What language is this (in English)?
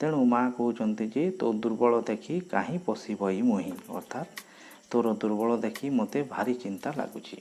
Odia